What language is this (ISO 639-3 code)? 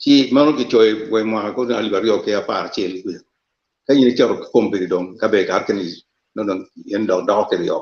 ach